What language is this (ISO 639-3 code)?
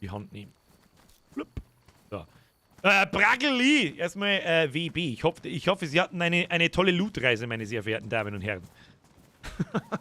bar